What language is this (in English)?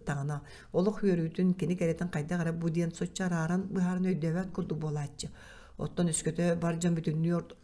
Yakut